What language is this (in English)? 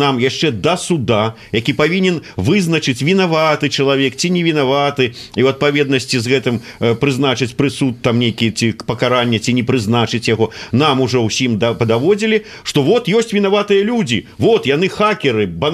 Belarusian